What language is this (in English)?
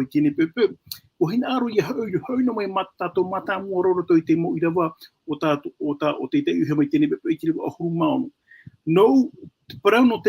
Tahitian